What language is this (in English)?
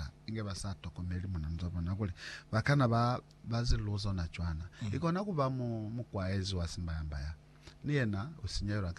Lozi